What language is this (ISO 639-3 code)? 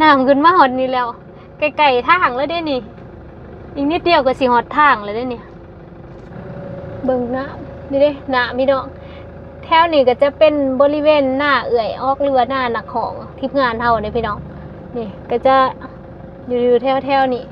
lao